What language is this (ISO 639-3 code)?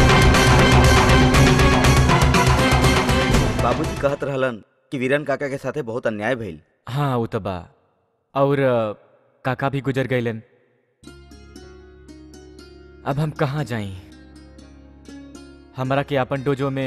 bho